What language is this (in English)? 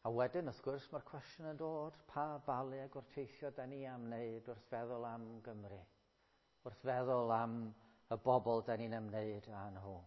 Welsh